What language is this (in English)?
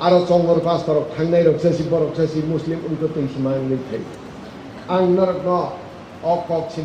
Kok Borok